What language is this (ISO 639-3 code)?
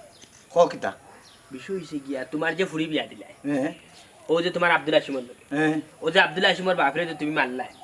syl